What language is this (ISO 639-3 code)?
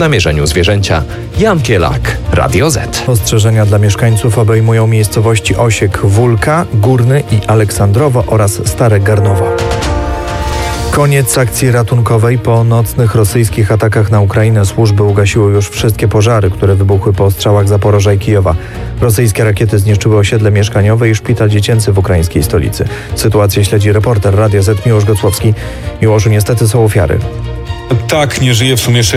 pol